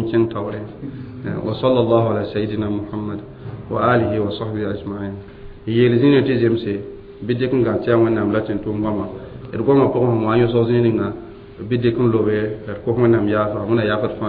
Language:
Mossi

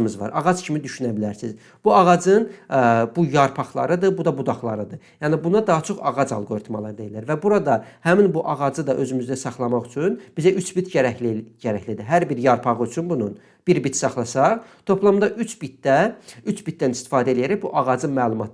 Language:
Azerbaijani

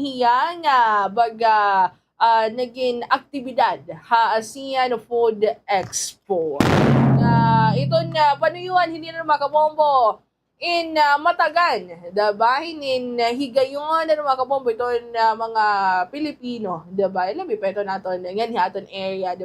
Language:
Waray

